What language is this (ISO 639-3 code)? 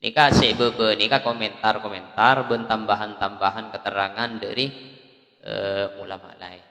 mad